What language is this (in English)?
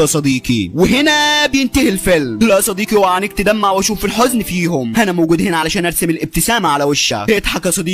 Egyptian Arabic